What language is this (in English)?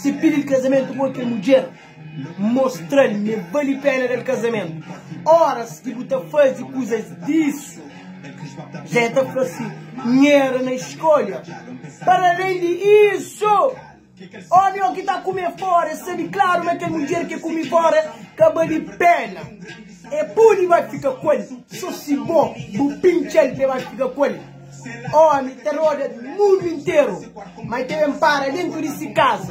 Kabuverdianu